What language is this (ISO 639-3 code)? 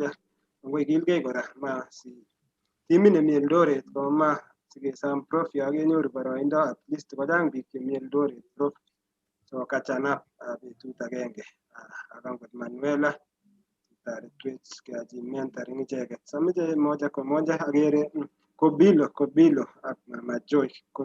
kln